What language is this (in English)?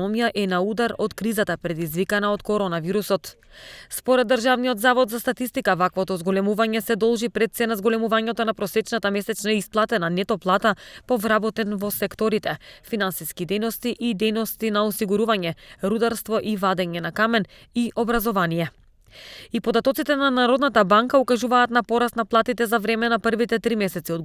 Macedonian